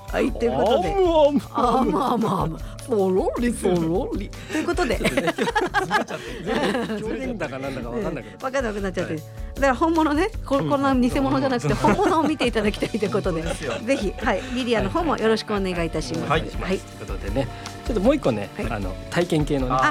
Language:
Japanese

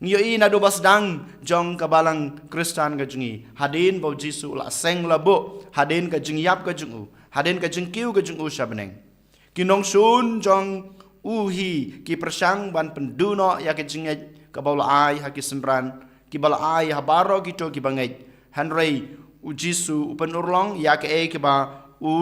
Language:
Khasi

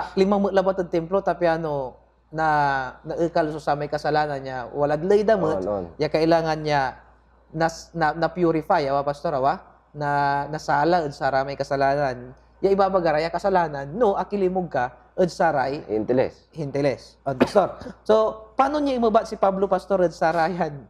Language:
Pangasinan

